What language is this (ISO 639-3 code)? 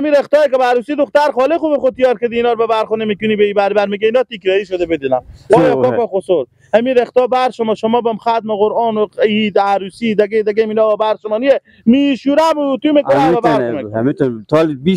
fas